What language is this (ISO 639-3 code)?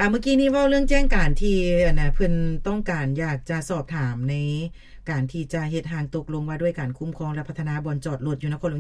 lao